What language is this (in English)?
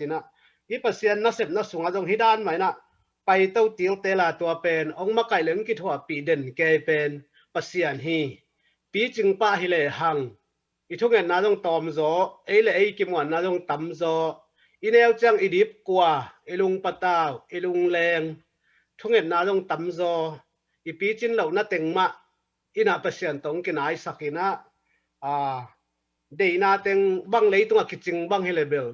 Tedim Chin